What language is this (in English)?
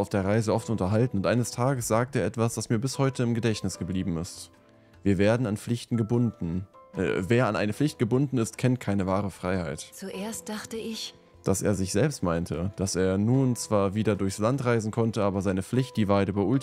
German